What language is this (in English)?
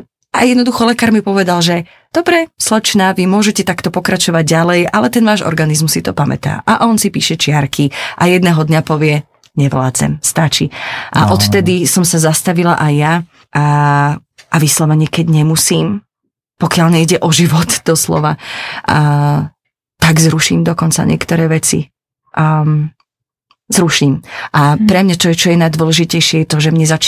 Slovak